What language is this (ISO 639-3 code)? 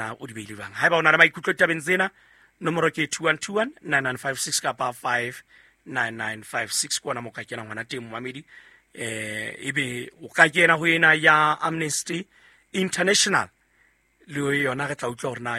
sot